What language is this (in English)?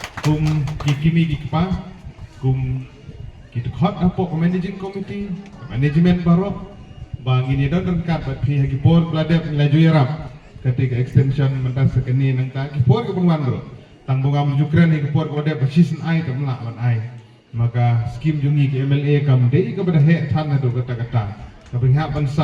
Khasi